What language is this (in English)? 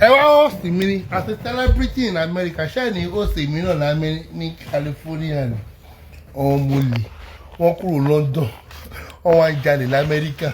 Yoruba